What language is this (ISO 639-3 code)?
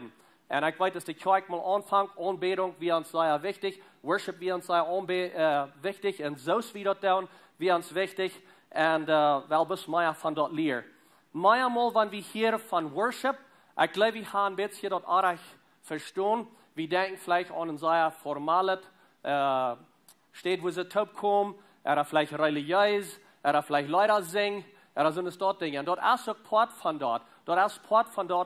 pdt